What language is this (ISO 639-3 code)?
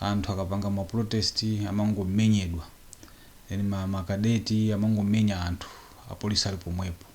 nya